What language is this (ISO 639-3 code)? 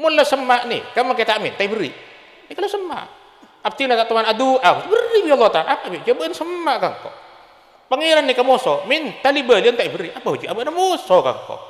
mad